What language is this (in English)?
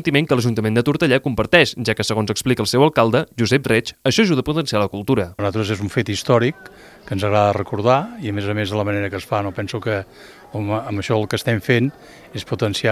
Catalan